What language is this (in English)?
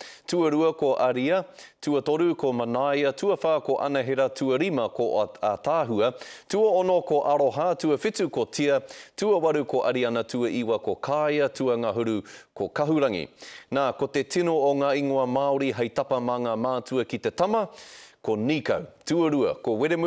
Māori